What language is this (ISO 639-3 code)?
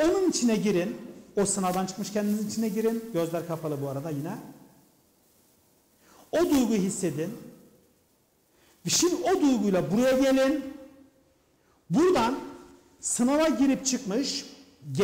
tur